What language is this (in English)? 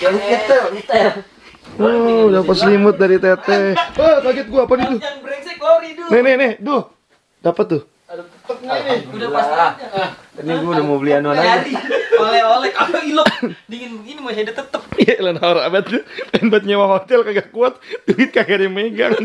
Betawi